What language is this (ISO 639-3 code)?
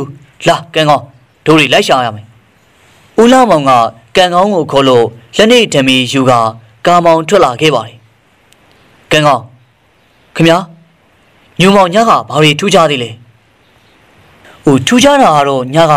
mya